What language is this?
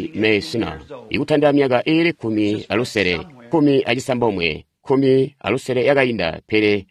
Tonga (Zambia)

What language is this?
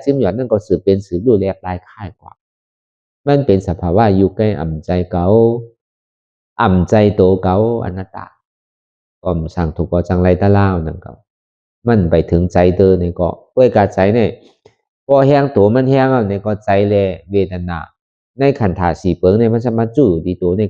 Shan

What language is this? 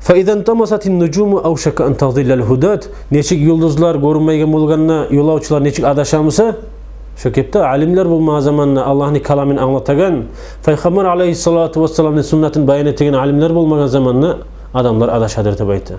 Kumyk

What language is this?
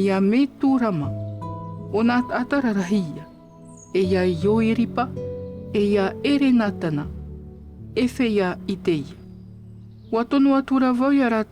Tahitian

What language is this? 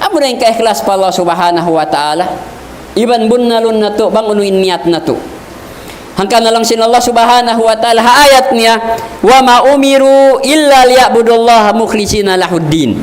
Tausug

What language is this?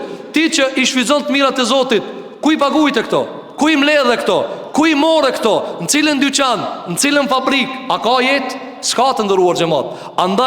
Albanian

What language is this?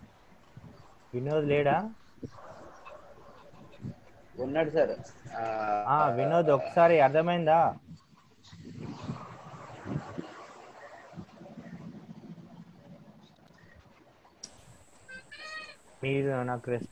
Telugu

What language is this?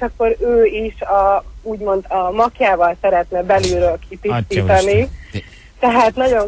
Hungarian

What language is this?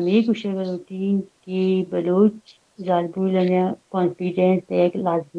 Baluchi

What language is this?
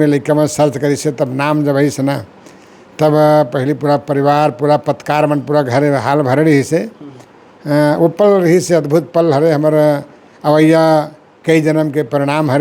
Chhattisgarhi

